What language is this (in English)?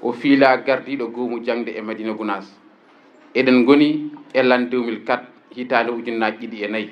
Fula